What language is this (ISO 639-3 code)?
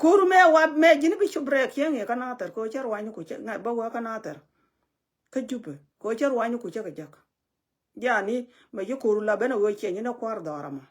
nus